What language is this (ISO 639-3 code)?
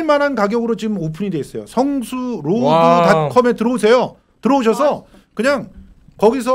kor